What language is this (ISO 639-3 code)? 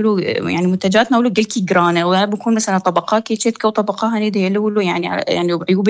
apc